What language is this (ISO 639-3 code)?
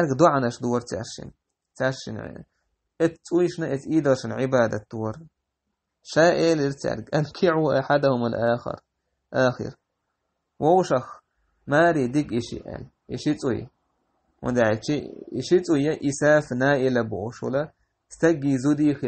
che